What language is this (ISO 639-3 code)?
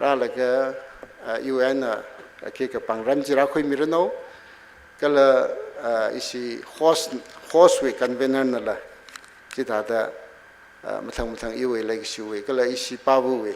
nmf